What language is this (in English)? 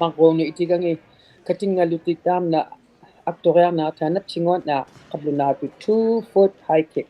Inuktitut